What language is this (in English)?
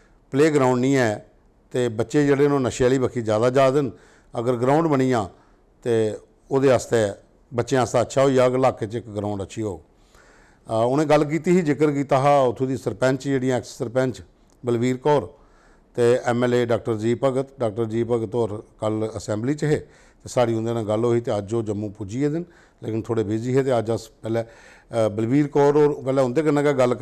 Dogri